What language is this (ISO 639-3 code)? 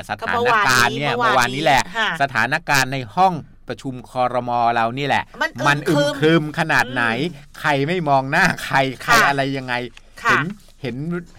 tha